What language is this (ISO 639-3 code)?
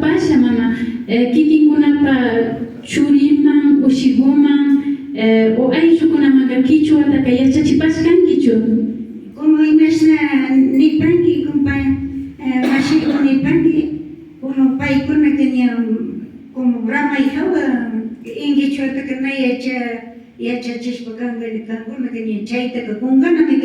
qvi